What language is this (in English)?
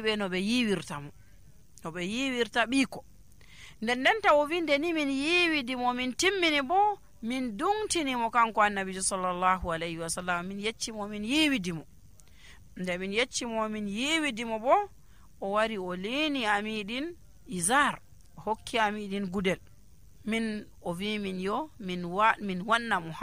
Nigerian Fulfulde